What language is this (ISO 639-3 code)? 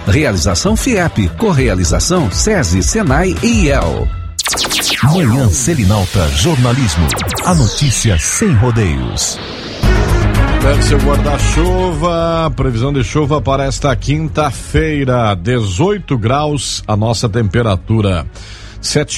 por